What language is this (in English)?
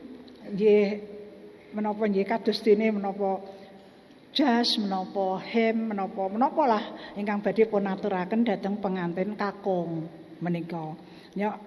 Javanese